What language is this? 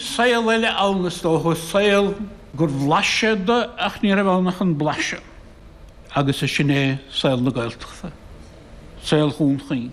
Irish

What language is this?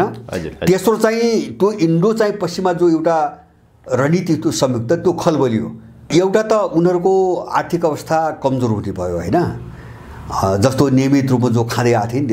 Nepali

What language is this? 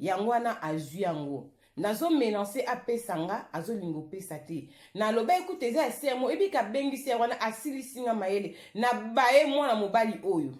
Lingala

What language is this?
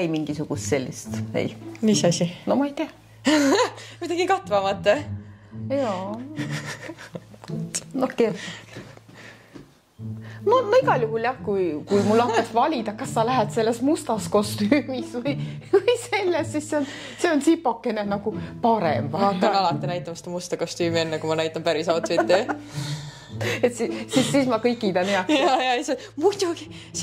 Estonian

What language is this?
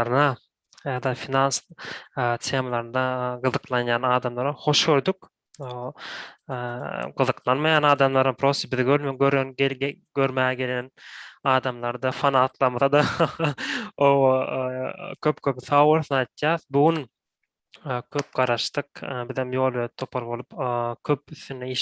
Turkmen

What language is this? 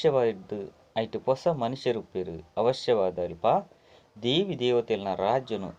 Tulu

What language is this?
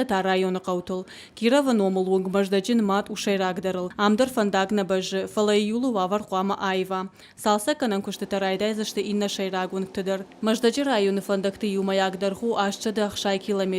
Ossetic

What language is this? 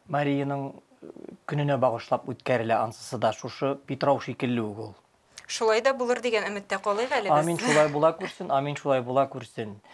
Tatar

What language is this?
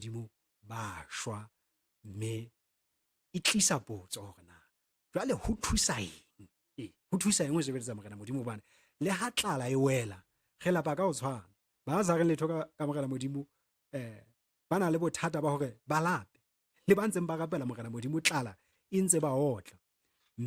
Southern Sotho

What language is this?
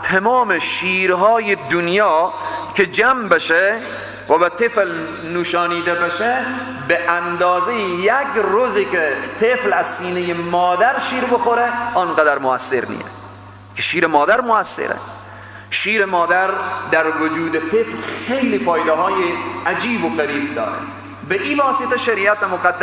Persian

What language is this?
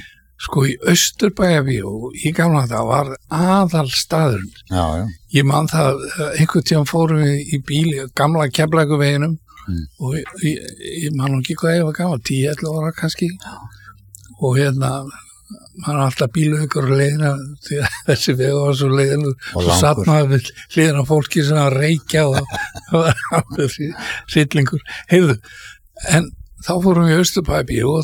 Icelandic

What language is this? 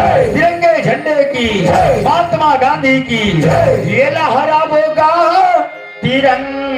Chhattisgarhi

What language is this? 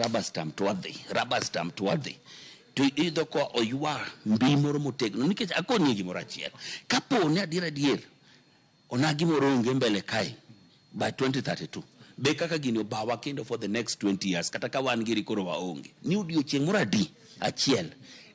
Luo (Kenya and Tanzania)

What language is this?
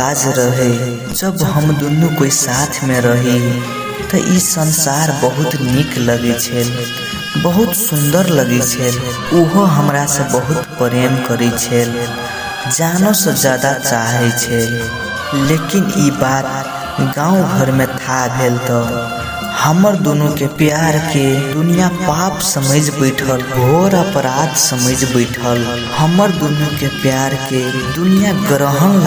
Maithili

